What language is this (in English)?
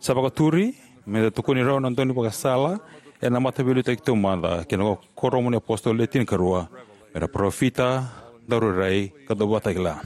Fijian